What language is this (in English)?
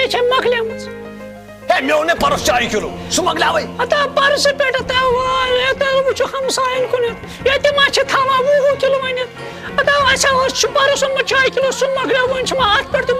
Kashmiri